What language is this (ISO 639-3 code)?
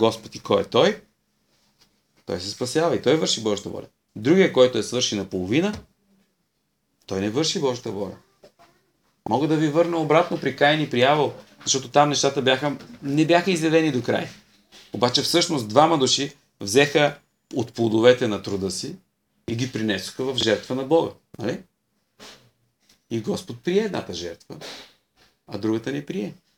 bul